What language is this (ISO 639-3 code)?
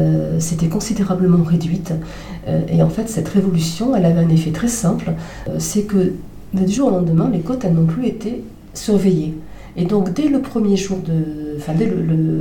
fra